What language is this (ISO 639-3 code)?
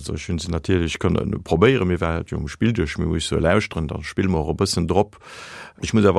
ltz